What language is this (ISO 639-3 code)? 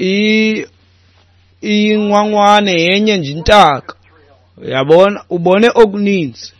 xho